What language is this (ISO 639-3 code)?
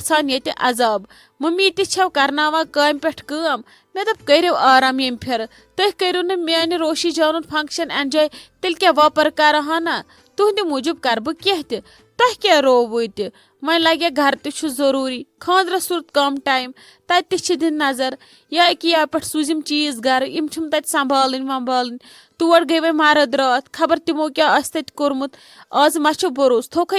kas